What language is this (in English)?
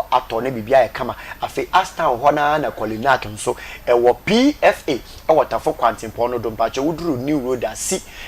Akan